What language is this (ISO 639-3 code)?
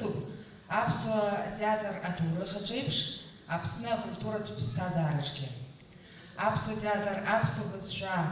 abk